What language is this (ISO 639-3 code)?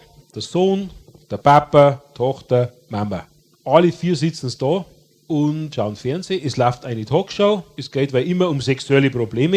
bar